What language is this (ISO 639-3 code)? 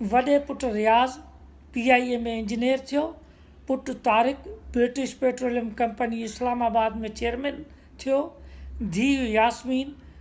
snd